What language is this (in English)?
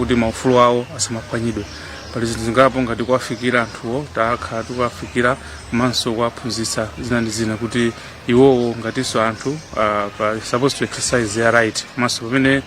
Nyanja